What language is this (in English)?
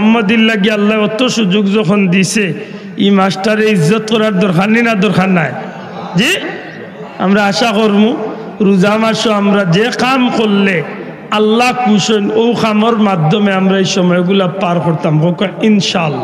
Sylheti